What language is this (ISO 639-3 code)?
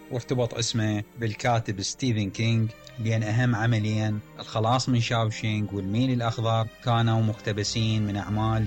acm